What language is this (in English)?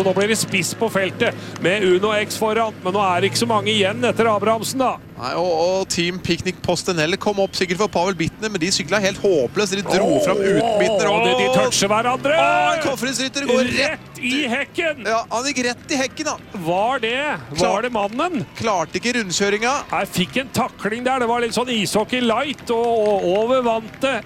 Norwegian